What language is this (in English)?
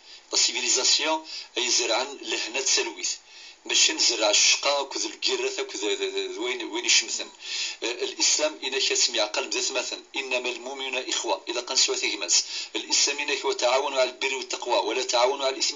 Kabyle